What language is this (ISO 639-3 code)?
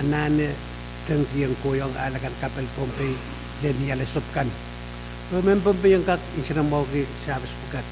pon